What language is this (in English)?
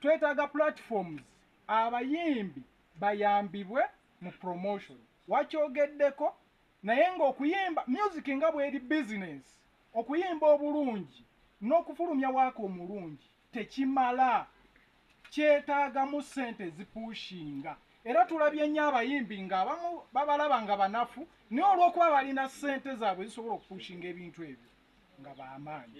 Ganda